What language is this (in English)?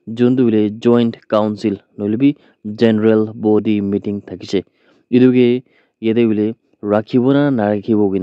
Naga Pidgin